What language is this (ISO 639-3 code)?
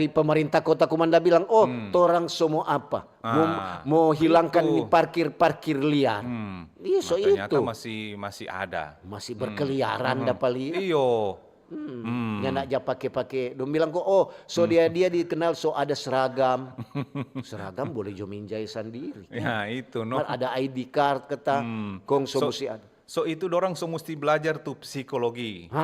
xmm